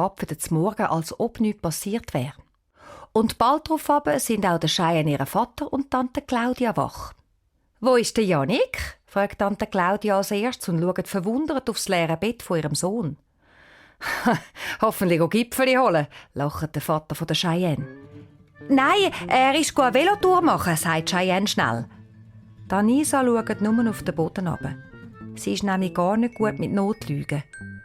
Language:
Swiss German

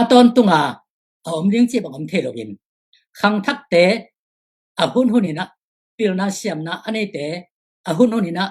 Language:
Tedim Chin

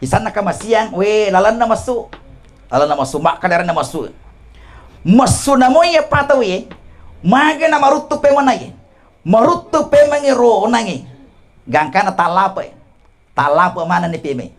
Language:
Buginese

